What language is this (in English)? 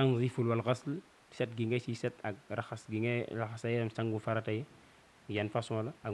Wolof